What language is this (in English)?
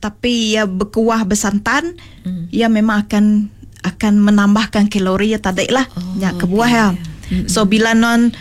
Iban